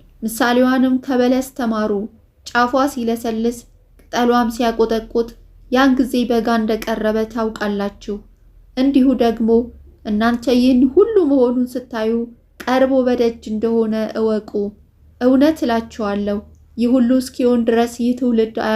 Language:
Amharic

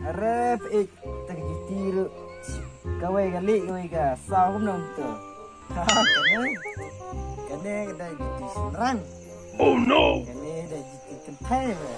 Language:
Khasi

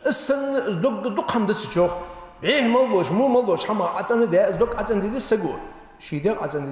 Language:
Ingush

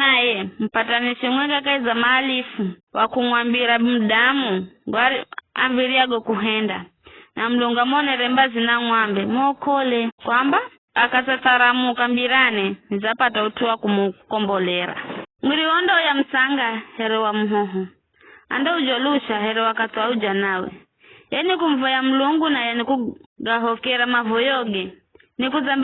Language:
Giryama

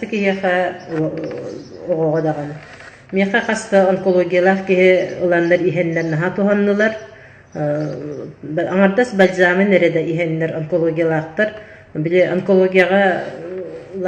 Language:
Yakut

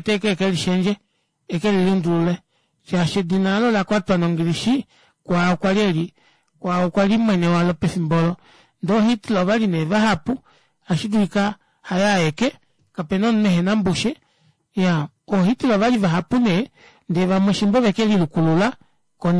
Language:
Kuanyama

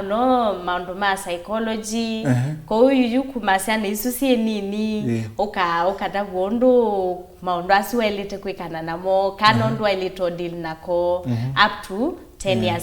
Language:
Kamba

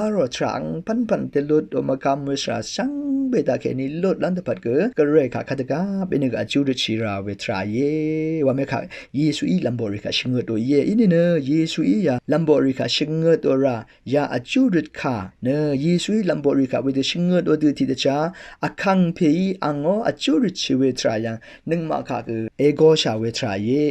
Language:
Rawang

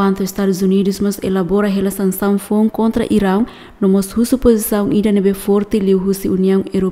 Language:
Tetum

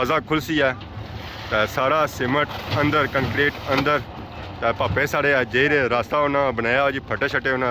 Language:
Pahari-Potwari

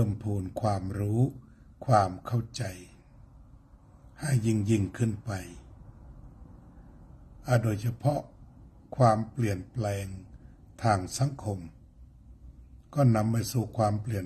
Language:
Thai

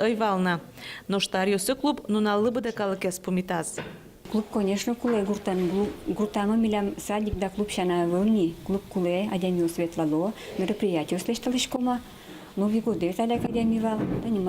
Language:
Udmurt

